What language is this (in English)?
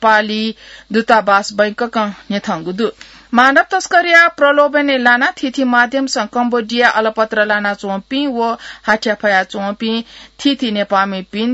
Newari